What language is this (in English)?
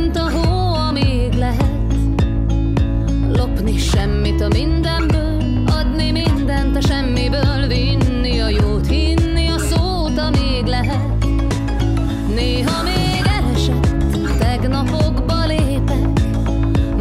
Hungarian